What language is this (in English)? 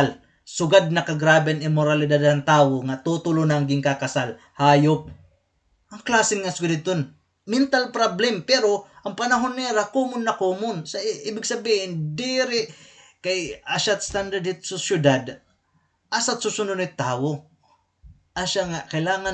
Waray